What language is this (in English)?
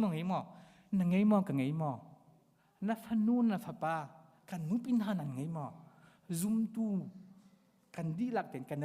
Hakha Chin